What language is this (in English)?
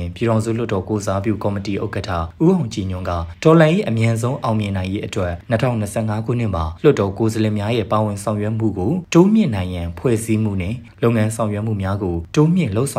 Burmese